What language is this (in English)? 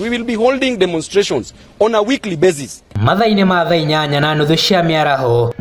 Kikuyu